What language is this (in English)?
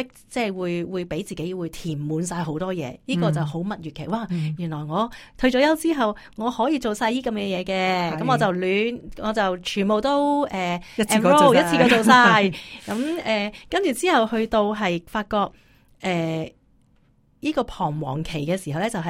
Cantonese